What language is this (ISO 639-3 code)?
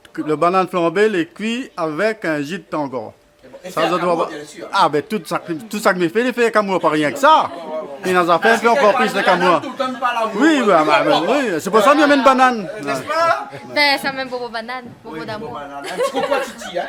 rcf